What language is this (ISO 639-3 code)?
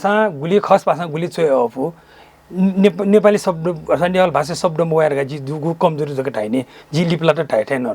new